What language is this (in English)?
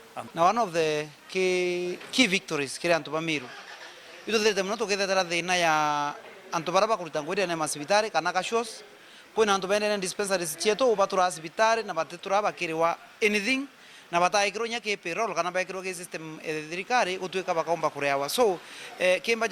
Meru